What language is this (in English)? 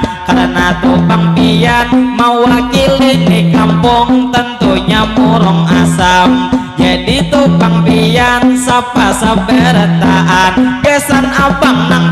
Banjar